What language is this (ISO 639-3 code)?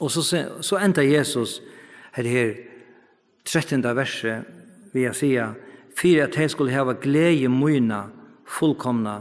fao